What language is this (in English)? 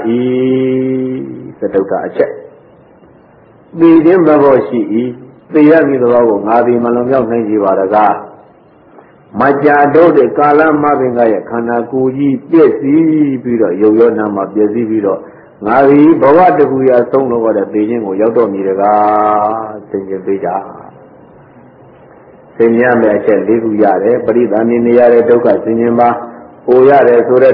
Burmese